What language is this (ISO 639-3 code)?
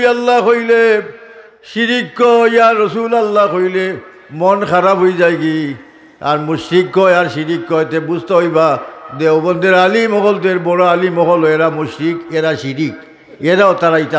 syl